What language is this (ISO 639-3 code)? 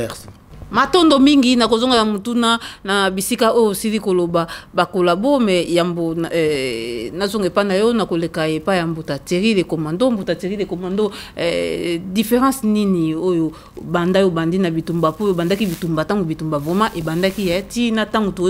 lin